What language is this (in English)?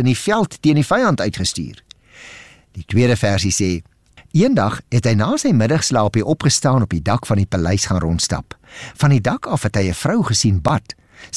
Afrikaans